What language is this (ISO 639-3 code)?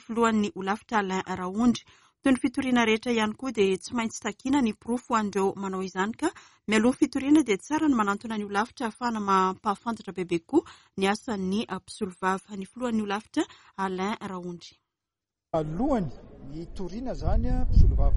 mlg